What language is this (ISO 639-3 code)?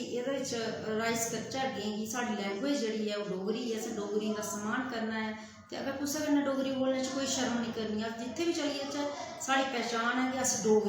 doi